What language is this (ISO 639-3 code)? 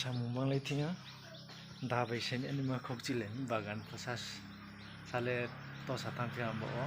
ria